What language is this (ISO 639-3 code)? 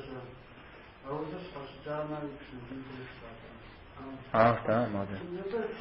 kbd